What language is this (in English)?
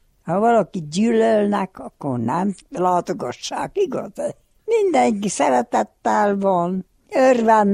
Hungarian